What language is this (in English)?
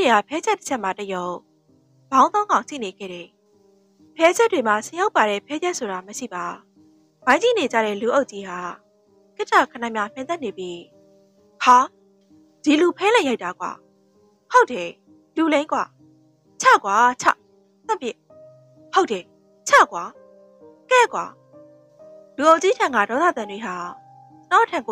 Burmese